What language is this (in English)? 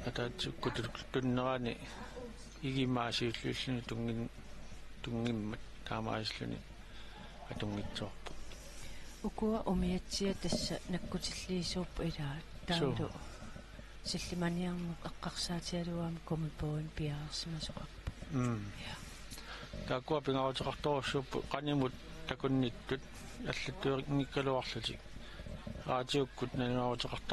Kalaallisut